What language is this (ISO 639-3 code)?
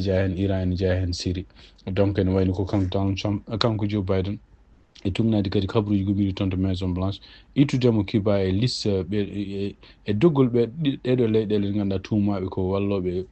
ful